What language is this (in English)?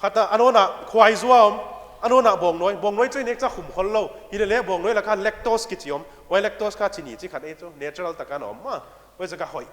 Paite Chin